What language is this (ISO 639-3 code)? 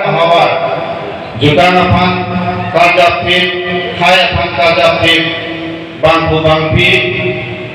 mjw